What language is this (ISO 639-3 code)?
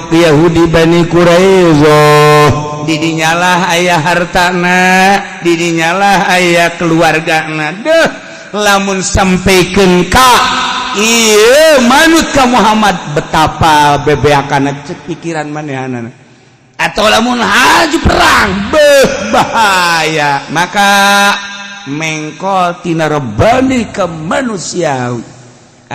sun